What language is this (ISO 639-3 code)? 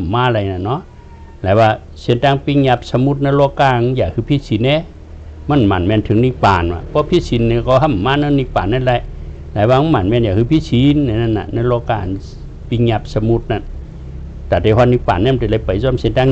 shn